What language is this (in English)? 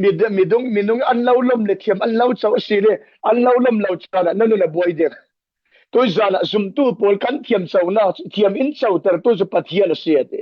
Falam Chin